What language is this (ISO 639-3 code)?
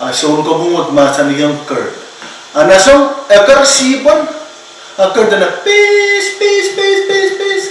pon